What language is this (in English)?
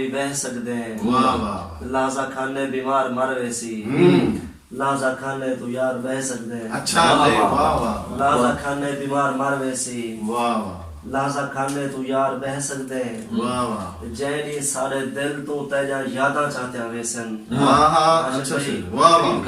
Saraiki